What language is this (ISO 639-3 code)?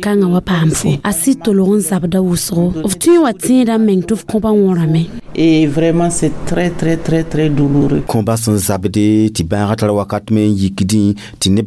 mos